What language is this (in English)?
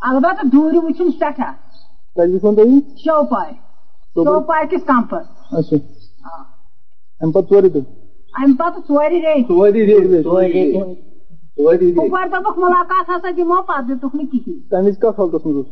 Kashmiri